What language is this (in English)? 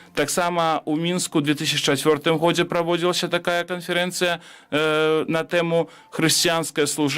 Belarusian